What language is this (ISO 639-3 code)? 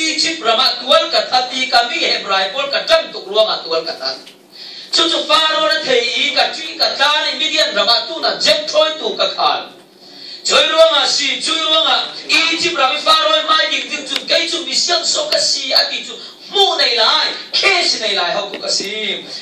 cfm